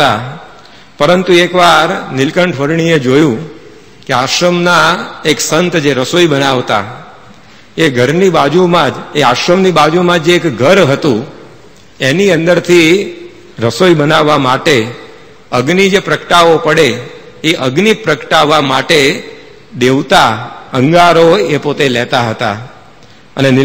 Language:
Gujarati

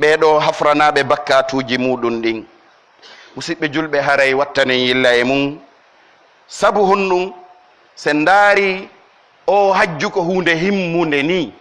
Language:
Pular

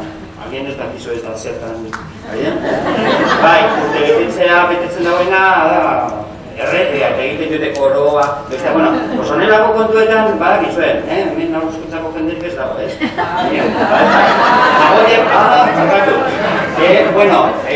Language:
Basque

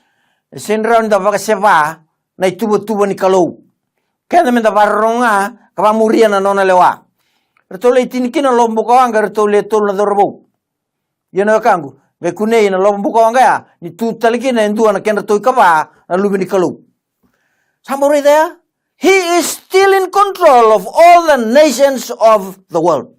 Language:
Fijian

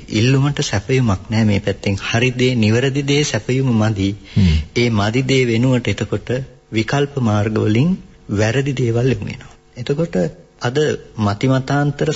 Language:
Sinhala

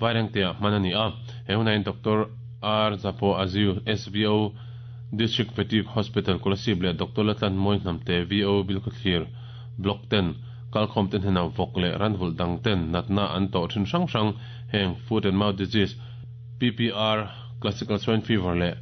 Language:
Mizo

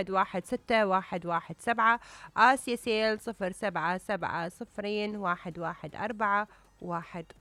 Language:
Mesopotamian Arabic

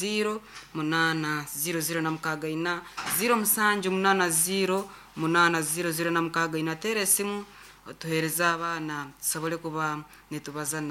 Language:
Nyankole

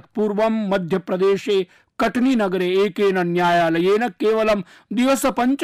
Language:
Sanskrit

